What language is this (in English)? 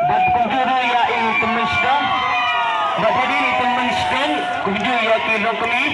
Khasi